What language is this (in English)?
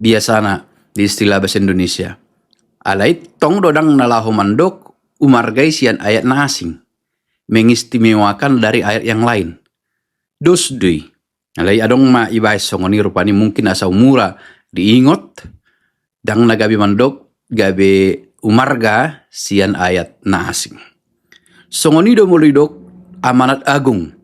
Batak Toba